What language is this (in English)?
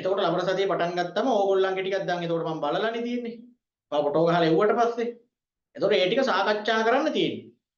Sinhala